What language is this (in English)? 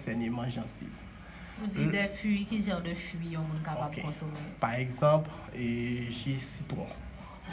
Haitian Creole